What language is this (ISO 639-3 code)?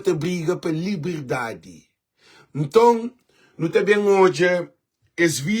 kea